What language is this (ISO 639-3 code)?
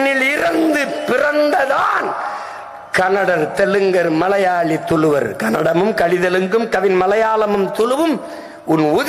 tam